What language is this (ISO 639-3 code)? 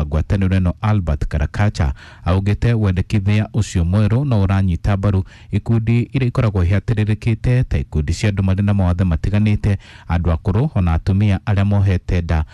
kik